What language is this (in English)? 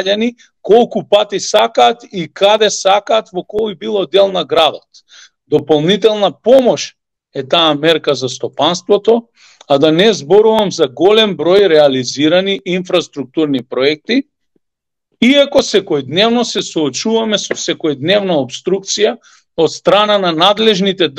Macedonian